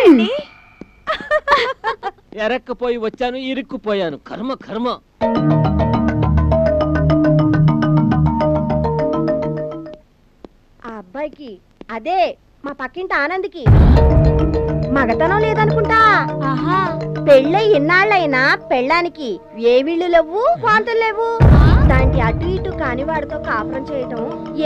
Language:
Telugu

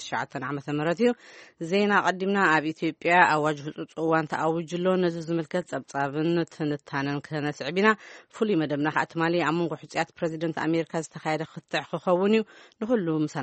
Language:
Tigrinya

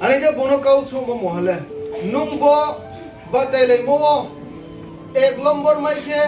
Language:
Riang (India)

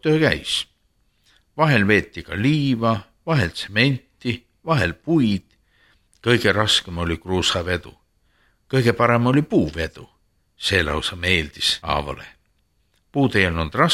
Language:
Estonian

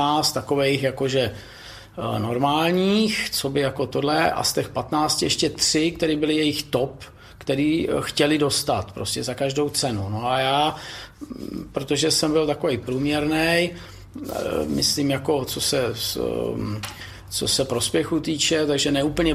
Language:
Czech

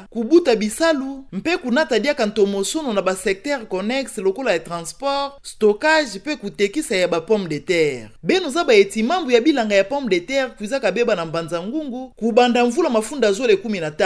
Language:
Kituba (Democratic Republic of Congo)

